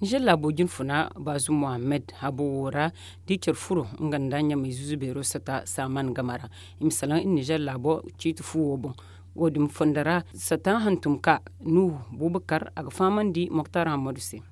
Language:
Zarma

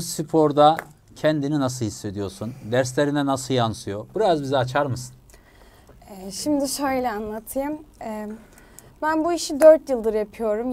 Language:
Turkish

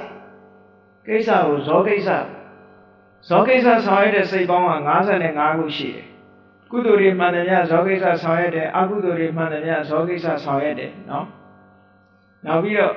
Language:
Burmese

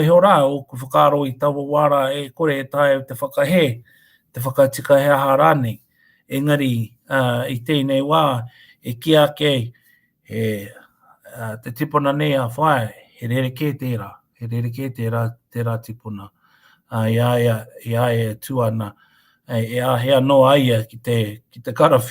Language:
Māori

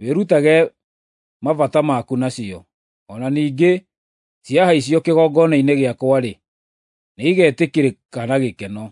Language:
Kikuyu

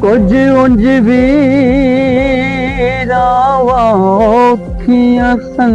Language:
Saraiki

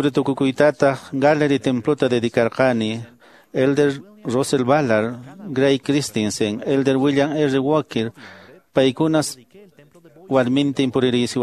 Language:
Quechua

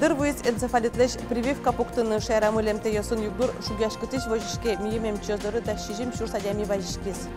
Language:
Udmurt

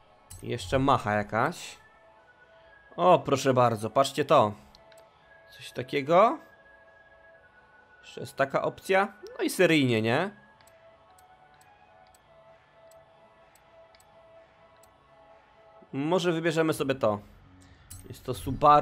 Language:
Polish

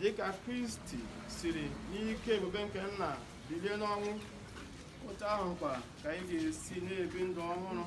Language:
Igbo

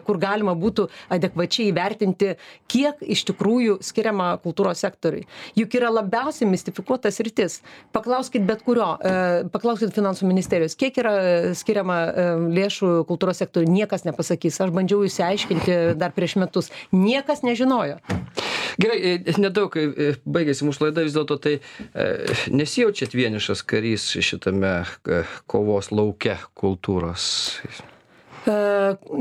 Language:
Lithuanian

